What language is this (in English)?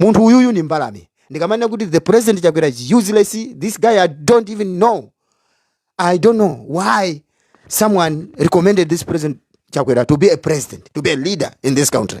Nyanja